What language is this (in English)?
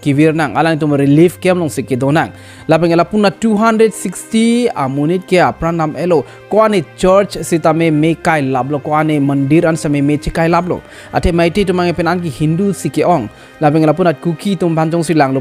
Karbi